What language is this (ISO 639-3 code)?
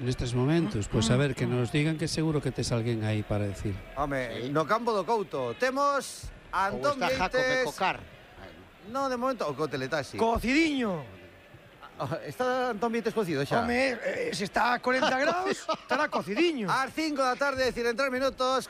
glg